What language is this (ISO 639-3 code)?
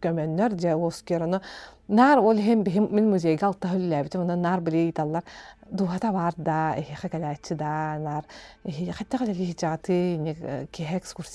sah